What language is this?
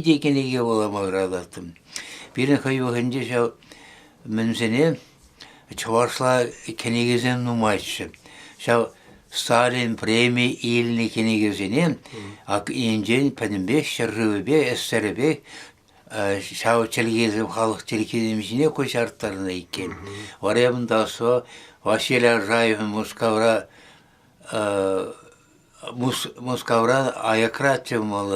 Chuvash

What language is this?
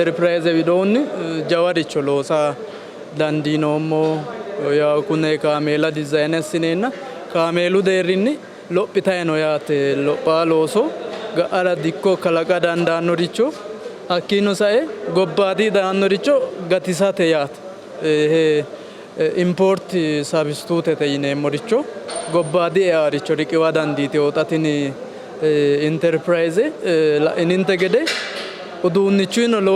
Sidamo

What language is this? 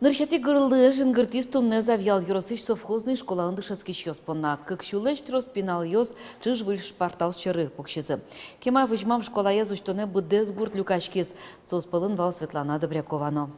Udmurt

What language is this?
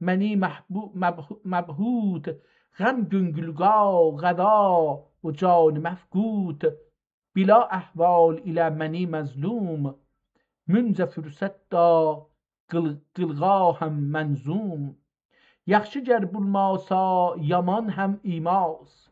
South Azerbaijani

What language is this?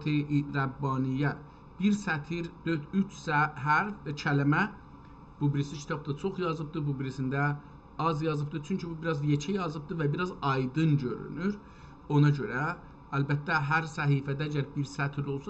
South Azerbaijani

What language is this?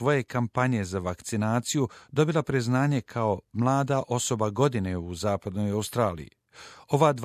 Croatian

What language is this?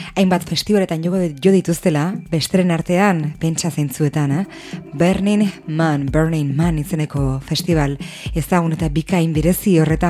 Basque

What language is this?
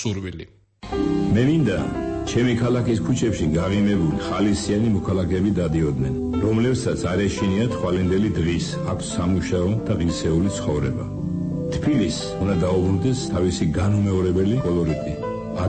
Georgian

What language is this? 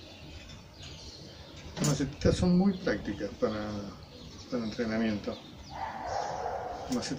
Spanish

